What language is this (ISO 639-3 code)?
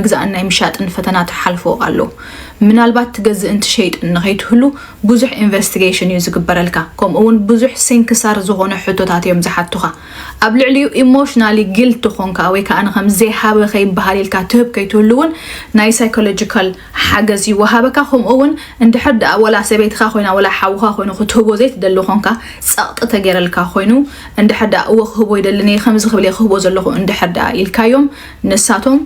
tir